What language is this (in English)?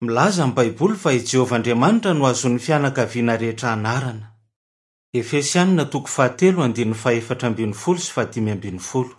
Malagasy